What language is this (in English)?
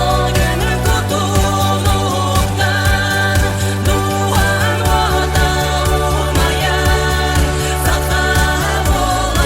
Yakut